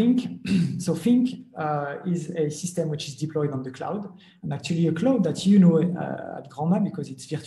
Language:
English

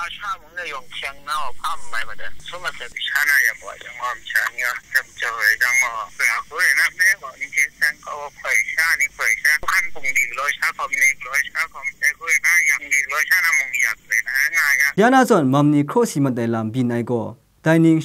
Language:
Kachin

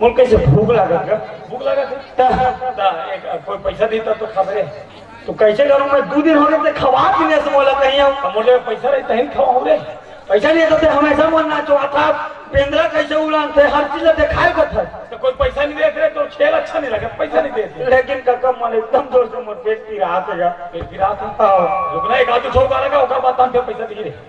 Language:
Chhattisgarhi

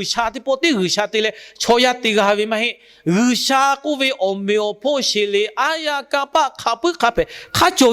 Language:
Lahu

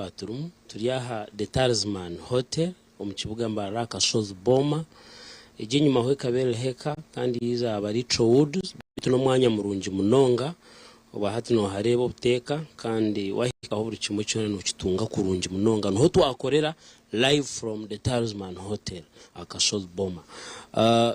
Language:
Nyankole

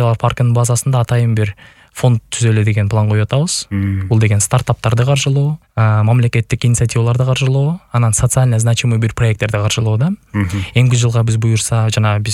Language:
Kyrgyz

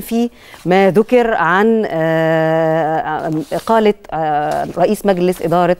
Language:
Egyptian Arabic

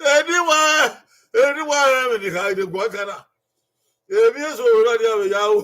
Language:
Bini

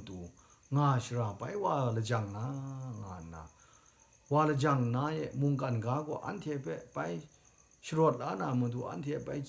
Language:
Kachin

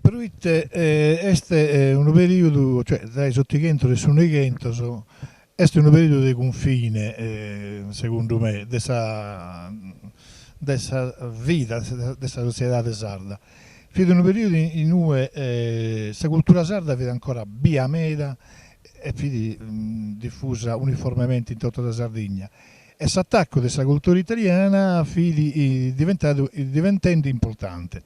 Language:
Sardinian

